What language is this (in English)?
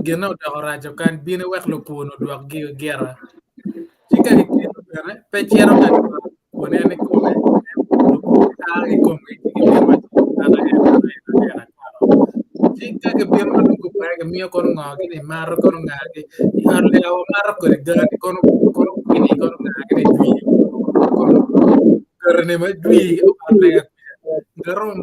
Acoli